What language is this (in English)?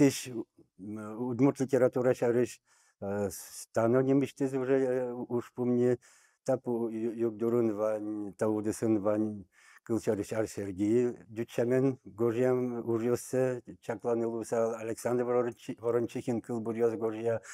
Udmurt